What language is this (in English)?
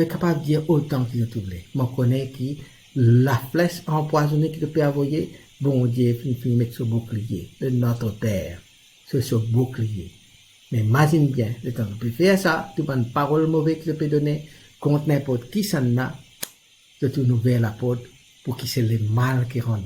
Morisyen